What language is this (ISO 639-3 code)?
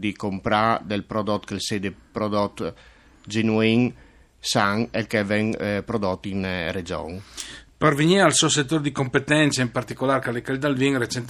fur